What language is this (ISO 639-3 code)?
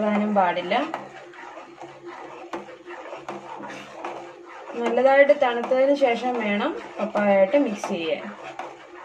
mal